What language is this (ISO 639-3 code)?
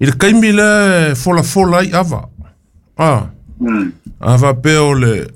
smo